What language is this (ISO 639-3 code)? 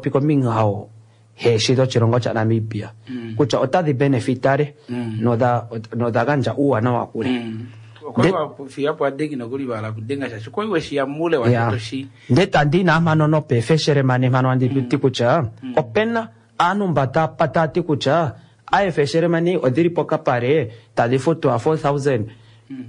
kua